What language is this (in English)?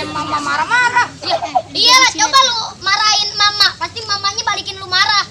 Betawi